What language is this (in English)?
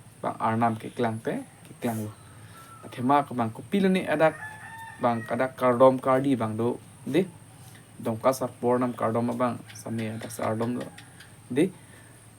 Karbi